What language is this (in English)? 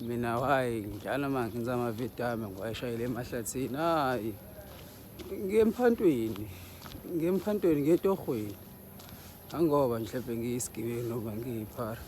Zulu